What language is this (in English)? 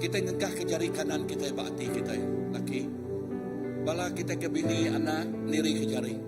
Iban